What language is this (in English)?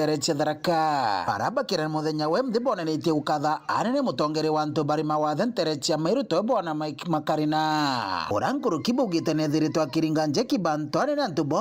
Meru